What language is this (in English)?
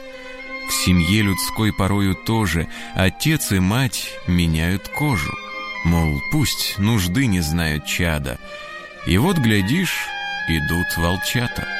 Russian